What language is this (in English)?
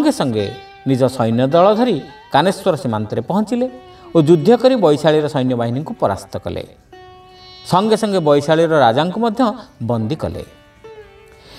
Odia